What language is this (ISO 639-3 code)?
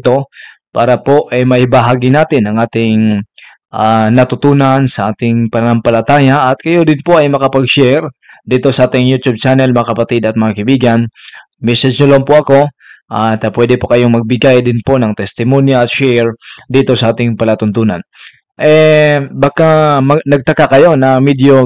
fil